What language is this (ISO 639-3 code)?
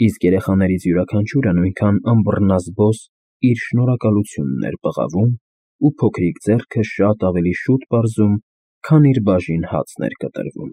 hye